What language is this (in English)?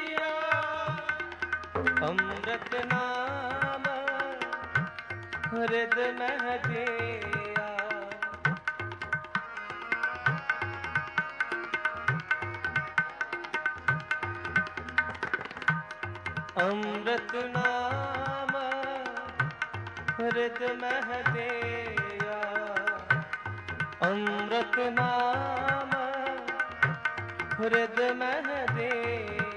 Hindi